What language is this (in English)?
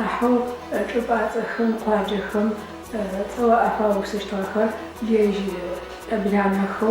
Adyghe